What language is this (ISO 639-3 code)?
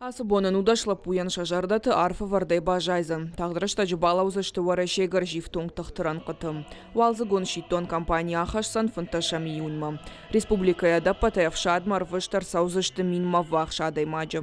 oss